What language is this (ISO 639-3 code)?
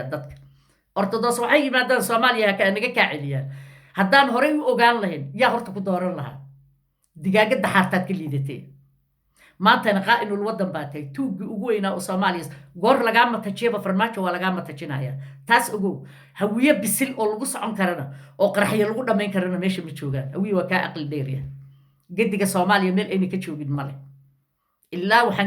som